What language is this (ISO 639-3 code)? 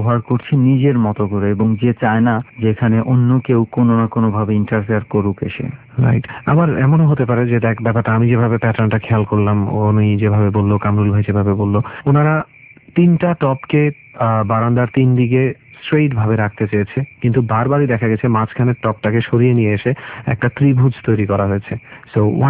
ben